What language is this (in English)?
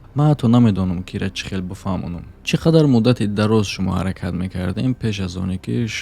Tajik